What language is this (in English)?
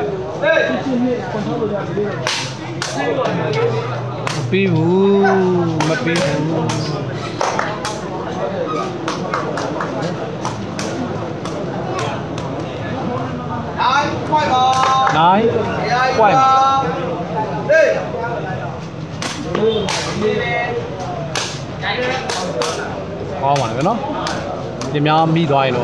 Burmese